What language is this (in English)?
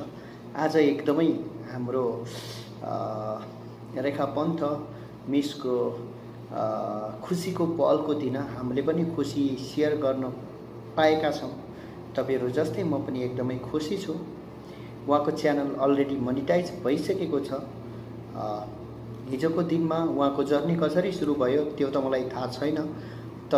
Nepali